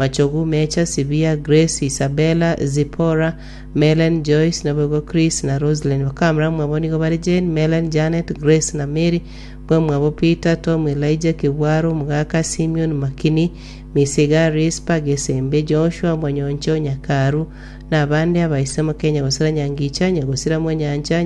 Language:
Gusii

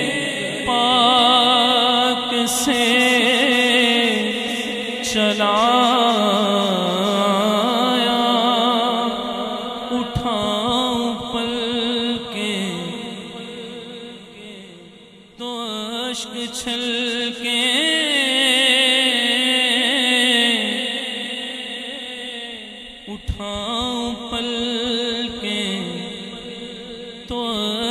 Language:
Urdu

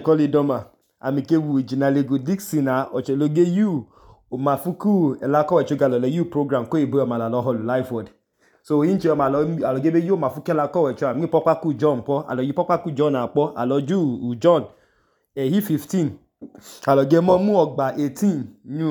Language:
Idoma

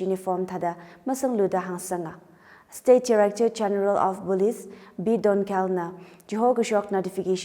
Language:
Tangkhul Naga (India)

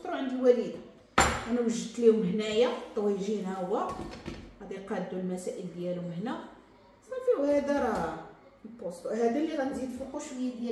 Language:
Moroccan Arabic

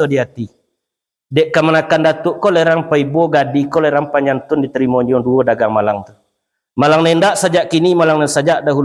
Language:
Minangkabau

